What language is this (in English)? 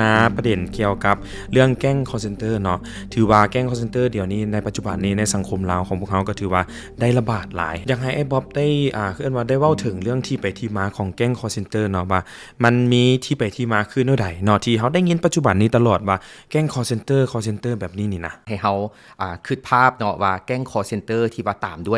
Lao